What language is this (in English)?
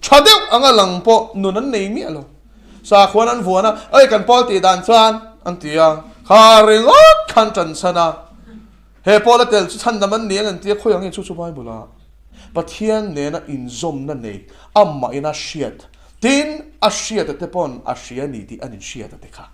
Mizo